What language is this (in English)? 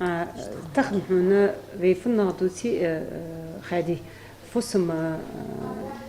Ingush